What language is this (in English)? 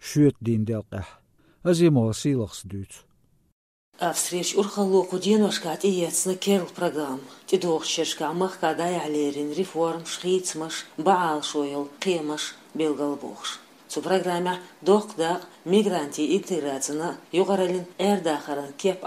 Chechen